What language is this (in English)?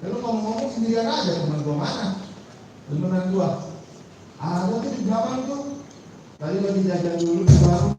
Betawi